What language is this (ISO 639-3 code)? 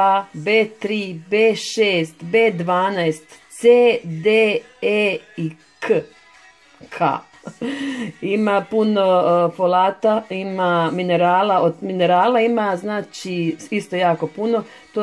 hrv